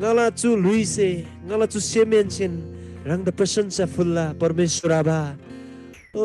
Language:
Eastern Tamang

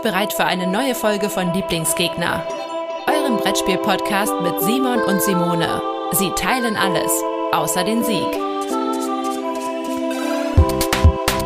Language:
German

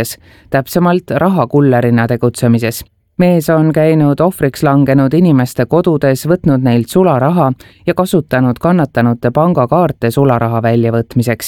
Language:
Estonian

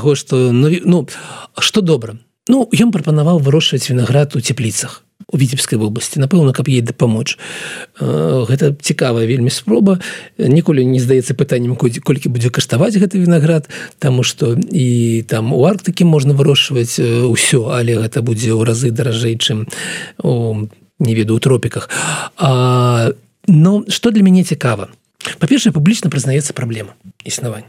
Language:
Belarusian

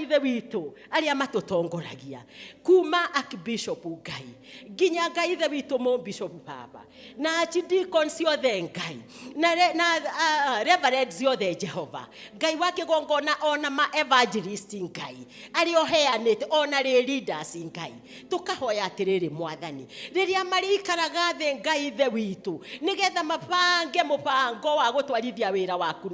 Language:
Kikuyu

